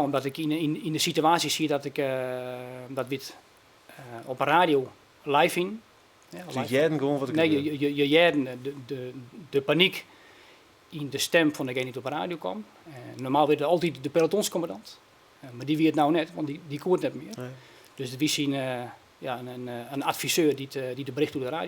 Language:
Western Frisian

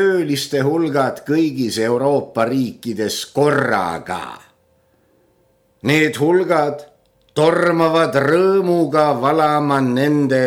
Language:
Estonian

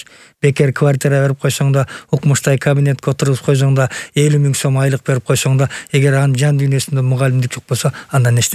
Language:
Kyrgyz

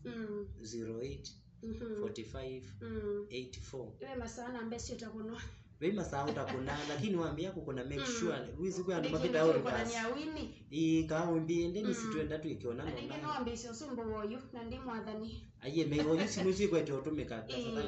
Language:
Kamba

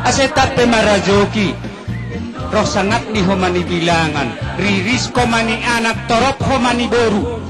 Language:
Batak Simalungun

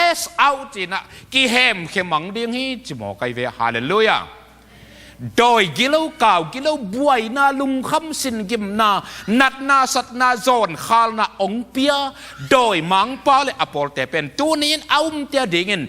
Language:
Tedim Chin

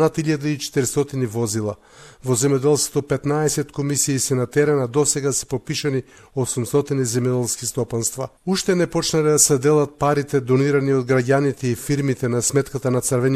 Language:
Macedonian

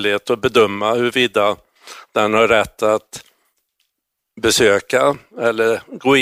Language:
Swedish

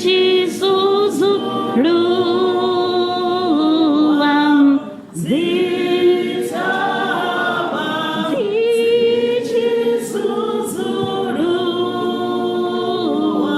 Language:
Venda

